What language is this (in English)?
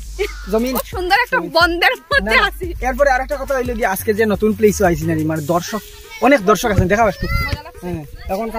Sylheti